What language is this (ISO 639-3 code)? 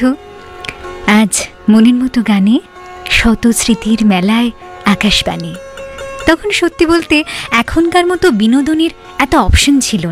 ben